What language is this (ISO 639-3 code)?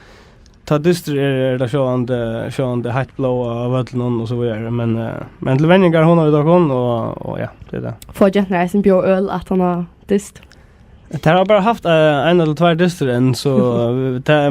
fao